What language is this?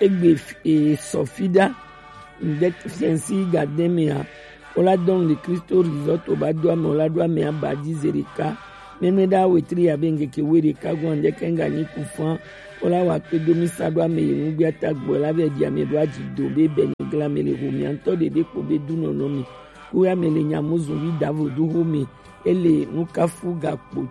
Gen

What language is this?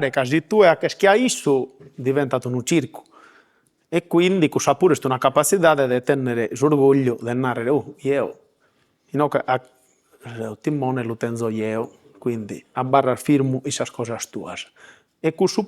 Sardinian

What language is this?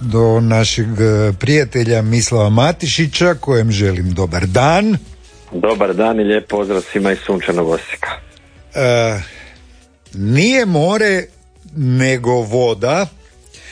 Croatian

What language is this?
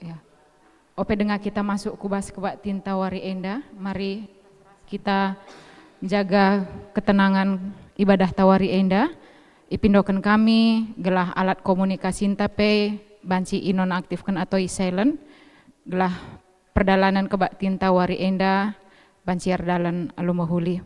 Batak Karo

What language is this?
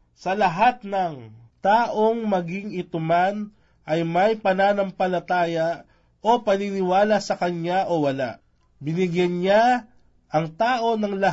Filipino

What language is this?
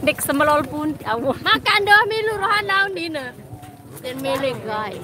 Sasak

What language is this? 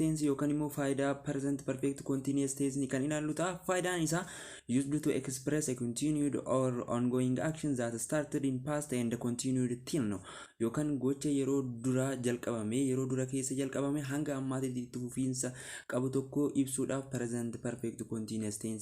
Oromo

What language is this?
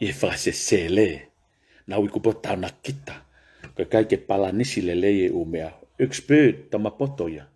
Tongan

